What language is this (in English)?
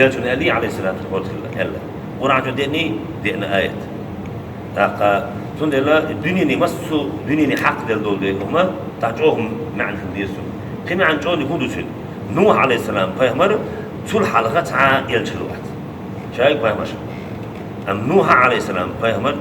Chechen